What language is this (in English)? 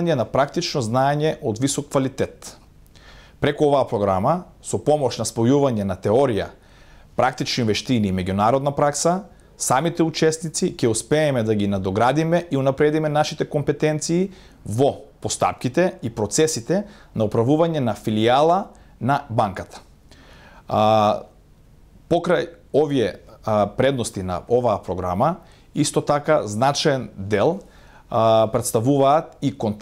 Macedonian